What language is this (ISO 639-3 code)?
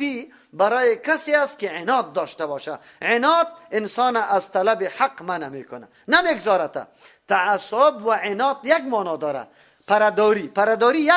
fas